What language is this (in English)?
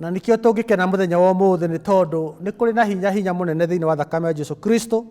Kikuyu